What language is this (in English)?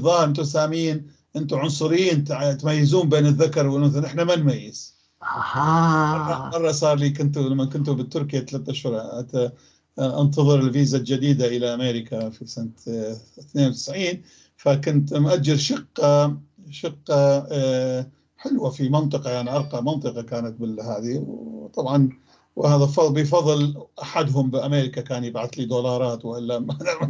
North Levantine Arabic